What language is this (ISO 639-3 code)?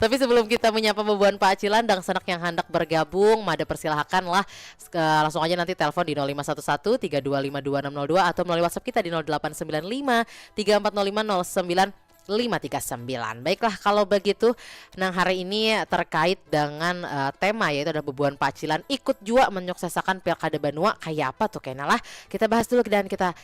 bjn